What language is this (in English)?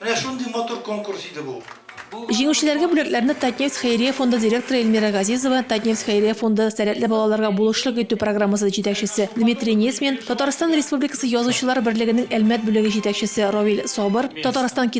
Tatar